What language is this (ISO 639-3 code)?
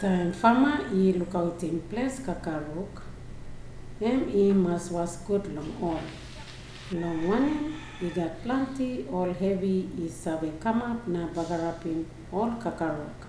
tpi